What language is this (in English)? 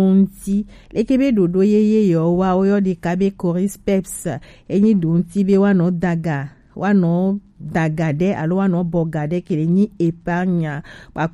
Gen